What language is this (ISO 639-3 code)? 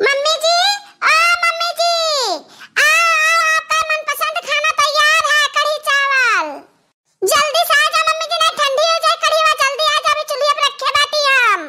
awa